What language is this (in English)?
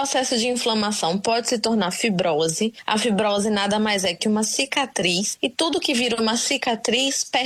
Portuguese